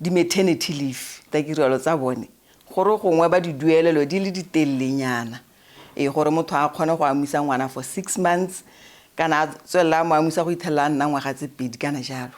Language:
Tswana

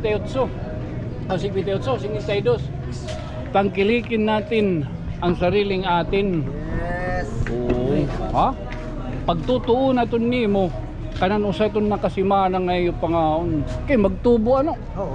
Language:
Waray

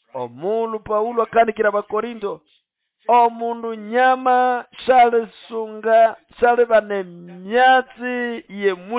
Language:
Nande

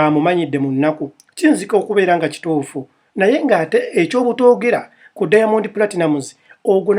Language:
Ganda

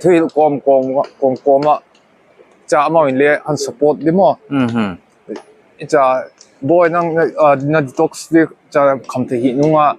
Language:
Paite Chin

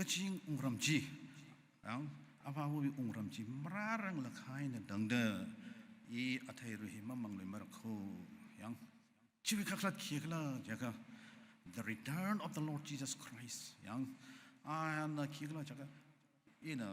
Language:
Tangkhul Naga (India)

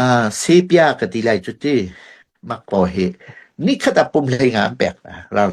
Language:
Hakha Chin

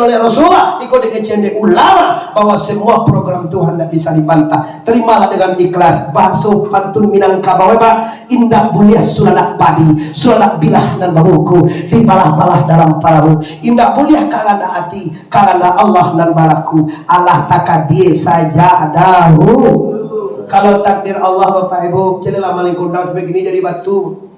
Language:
Minangkabau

